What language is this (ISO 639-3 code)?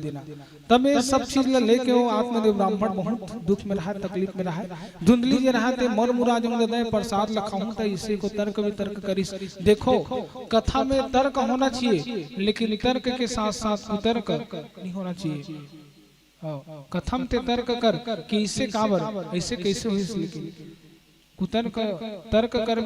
hne